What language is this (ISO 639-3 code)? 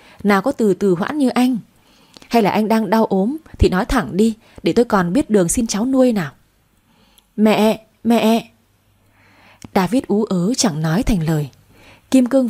vie